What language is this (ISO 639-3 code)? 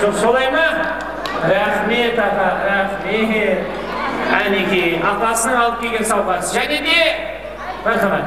kaa